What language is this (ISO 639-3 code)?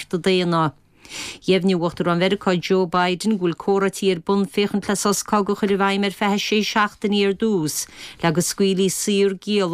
gle